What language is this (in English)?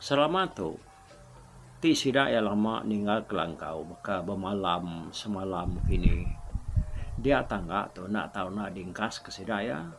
Iban